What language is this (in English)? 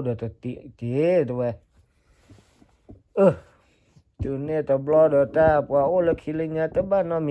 S'gaw Karen